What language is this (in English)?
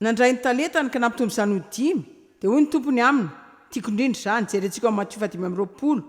Malagasy